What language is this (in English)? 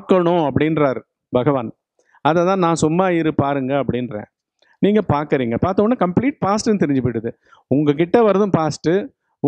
Tamil